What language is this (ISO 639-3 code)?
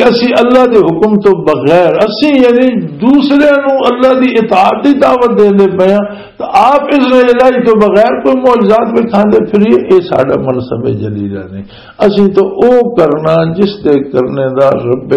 lah